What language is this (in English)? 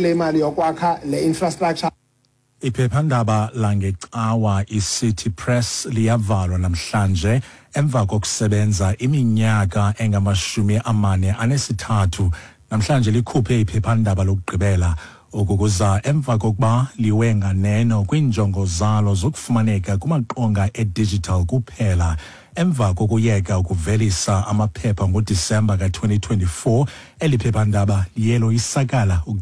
Xhosa